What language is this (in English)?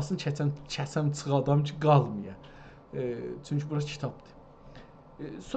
South Azerbaijani